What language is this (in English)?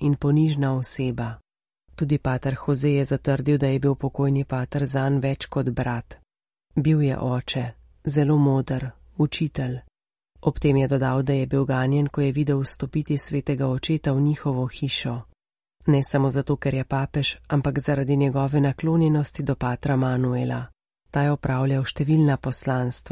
Slovenian